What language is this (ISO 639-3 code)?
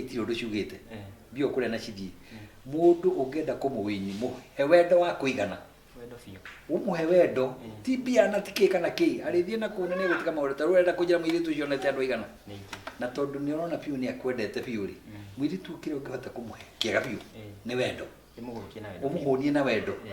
kik